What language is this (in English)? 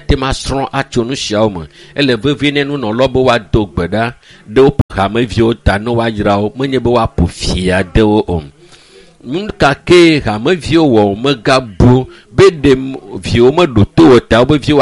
Ewe